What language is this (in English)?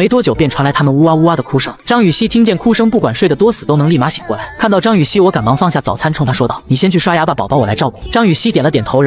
Chinese